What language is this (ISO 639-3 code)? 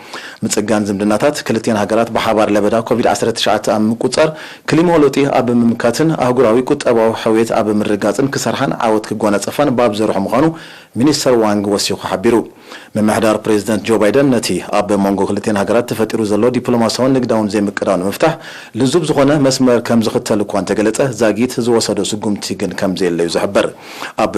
tir